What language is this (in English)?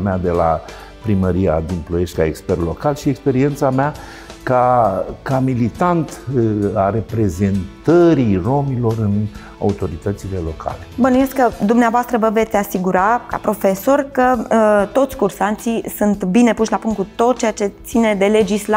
Romanian